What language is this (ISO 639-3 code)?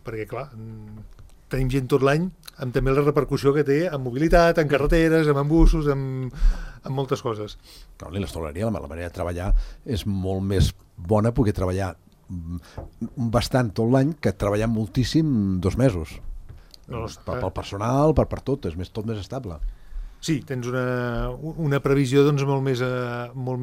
cat